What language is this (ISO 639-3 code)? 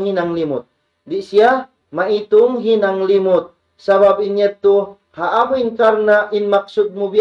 tsg